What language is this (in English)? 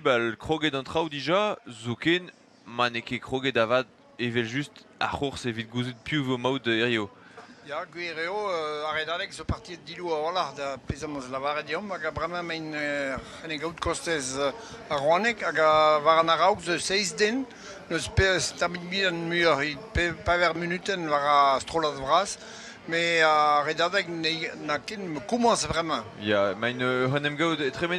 Breton